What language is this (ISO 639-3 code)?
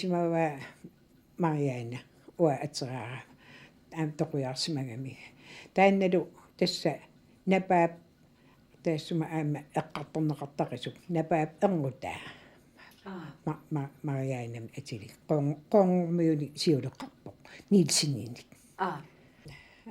kal